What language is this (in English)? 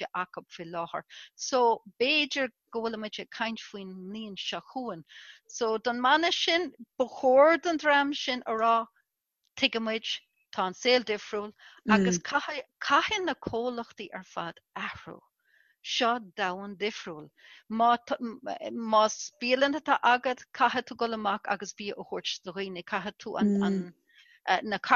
Irish